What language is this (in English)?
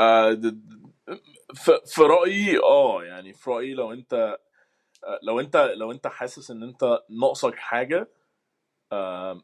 Egyptian Arabic